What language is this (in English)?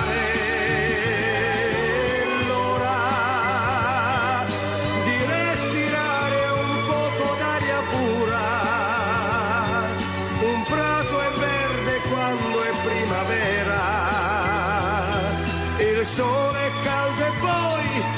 Italian